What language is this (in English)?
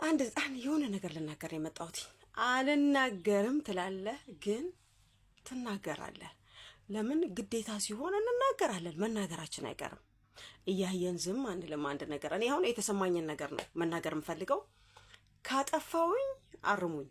Amharic